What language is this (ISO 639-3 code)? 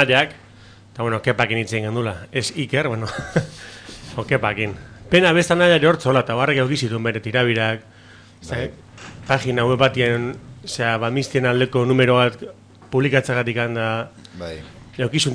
eus